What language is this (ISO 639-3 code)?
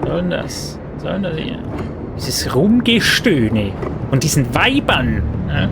gsw